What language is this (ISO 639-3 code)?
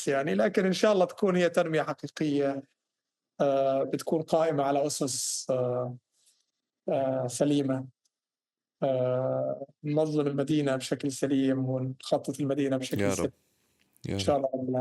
apc